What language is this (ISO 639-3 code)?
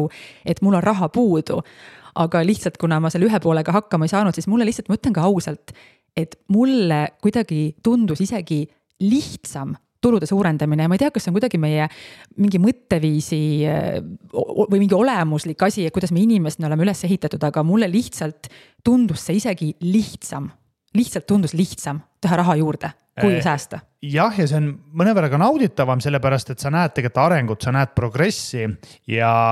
est